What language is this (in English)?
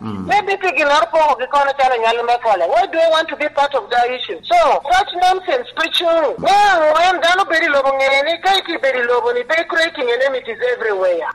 Lango (Uganda)